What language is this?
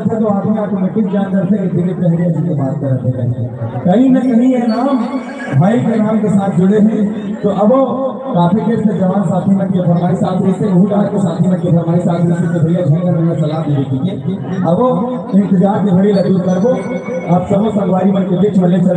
Chhattisgarhi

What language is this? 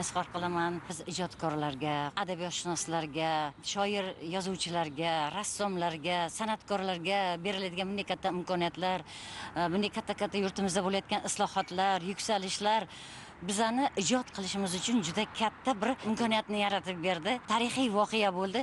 Uzbek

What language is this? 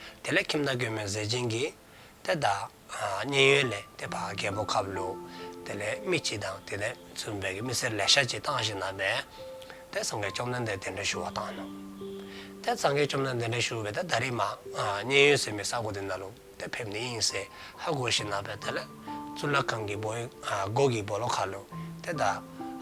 Dzongkha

